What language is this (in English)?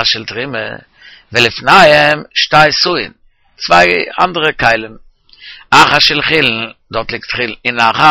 Yiddish